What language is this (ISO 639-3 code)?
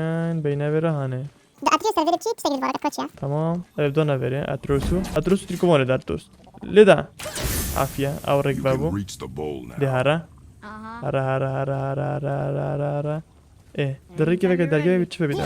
kur